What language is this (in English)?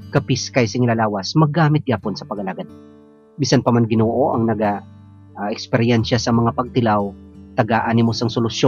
Hiligaynon